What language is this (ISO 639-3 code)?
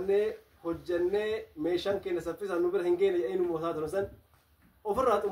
orm